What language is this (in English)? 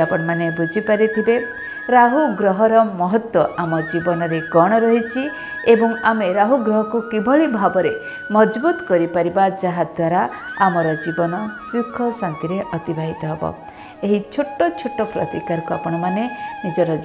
Odia